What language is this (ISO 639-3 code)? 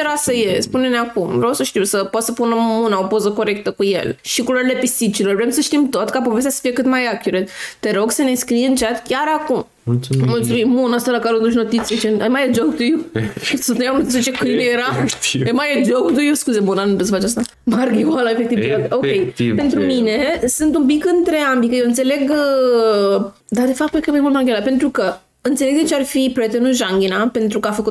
ron